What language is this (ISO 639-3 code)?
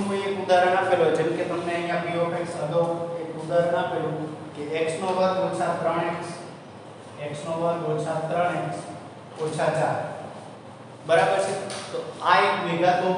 guj